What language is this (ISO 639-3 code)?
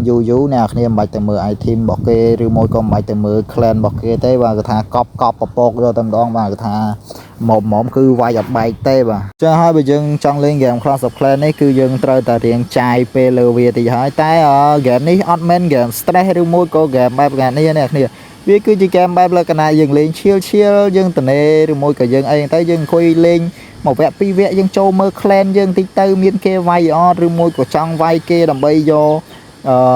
khm